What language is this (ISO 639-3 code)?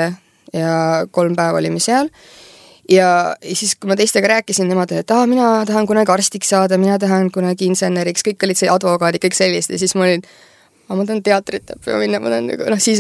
est